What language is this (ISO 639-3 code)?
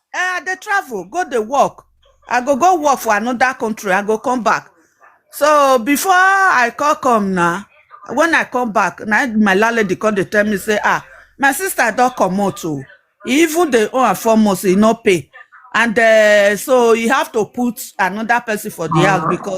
pcm